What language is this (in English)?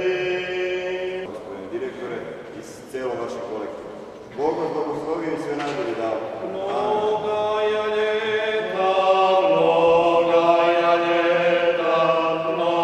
Serbian